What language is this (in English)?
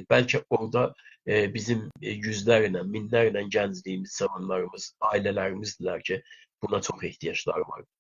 South Azerbaijani